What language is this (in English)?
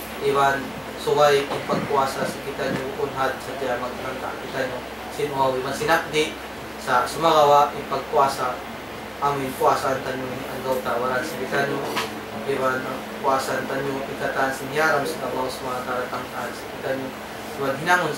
Tausug